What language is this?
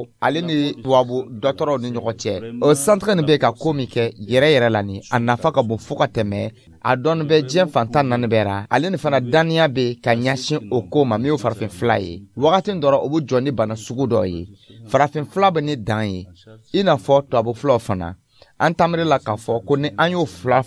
Dyula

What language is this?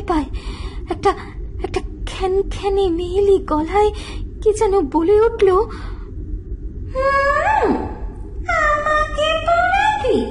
Bangla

